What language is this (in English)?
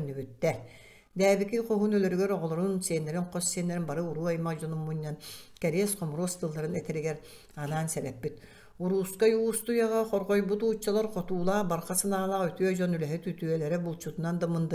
Yakut